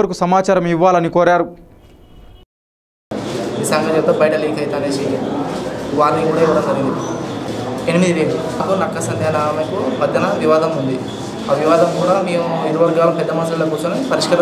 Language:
Telugu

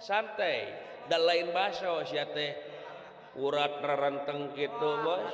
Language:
Sundanese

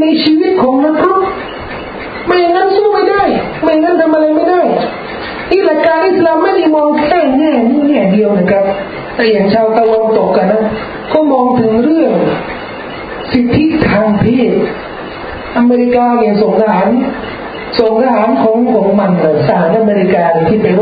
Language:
Thai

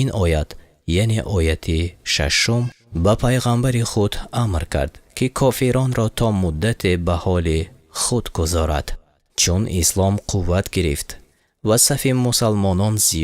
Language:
Tajik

